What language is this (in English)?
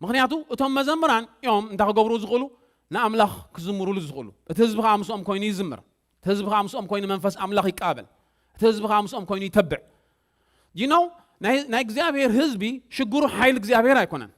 Tigrinya